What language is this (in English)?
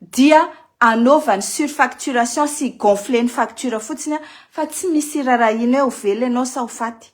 Malagasy